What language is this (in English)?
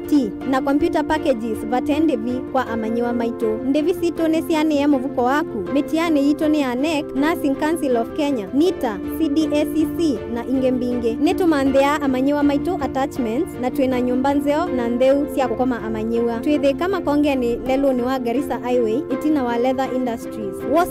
Kamba